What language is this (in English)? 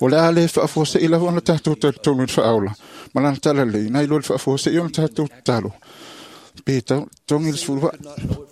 Samoan